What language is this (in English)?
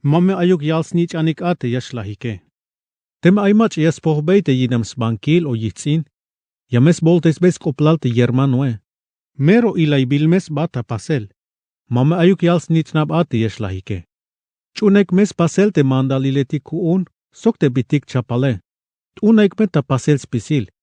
Tzeltal